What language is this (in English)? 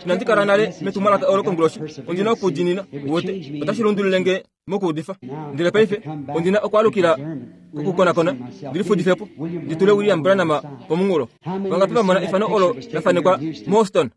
Kuanyama